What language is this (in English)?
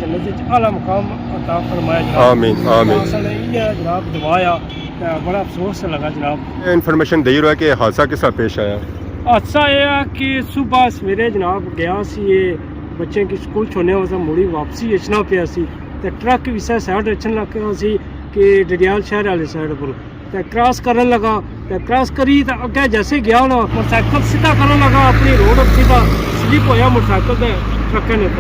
Pahari-Potwari